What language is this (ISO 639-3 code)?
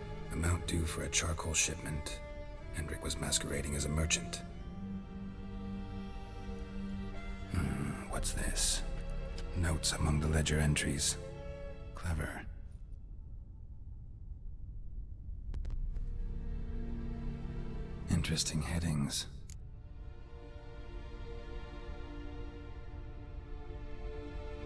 eng